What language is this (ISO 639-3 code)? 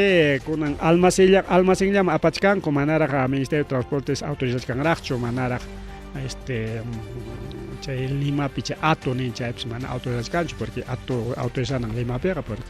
quy